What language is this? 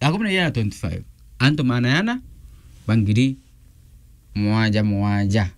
Meru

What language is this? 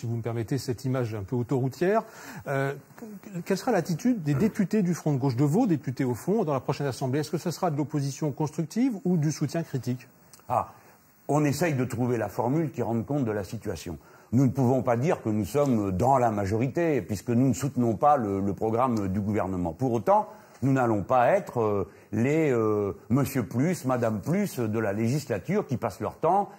French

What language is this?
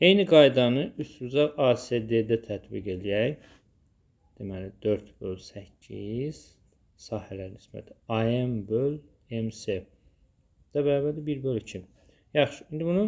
Azerbaijani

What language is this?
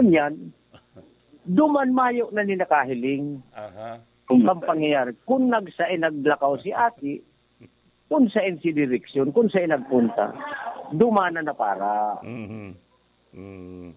Bikol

